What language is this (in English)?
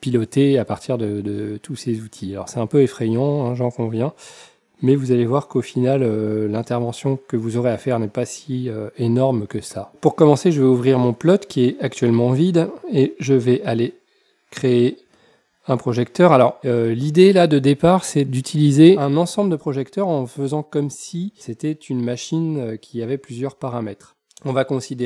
French